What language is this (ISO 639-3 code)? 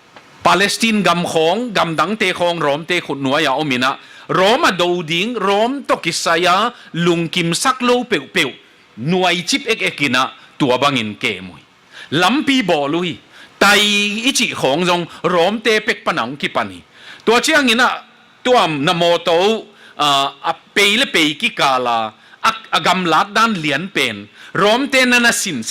ctd